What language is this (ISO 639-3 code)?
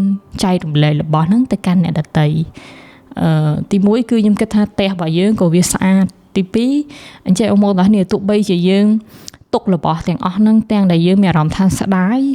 khm